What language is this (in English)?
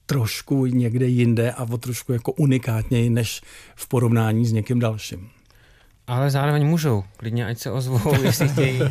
Czech